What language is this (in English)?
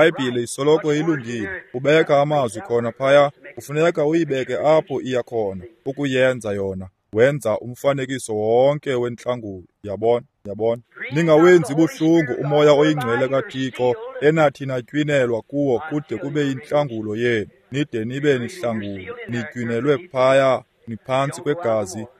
Xhosa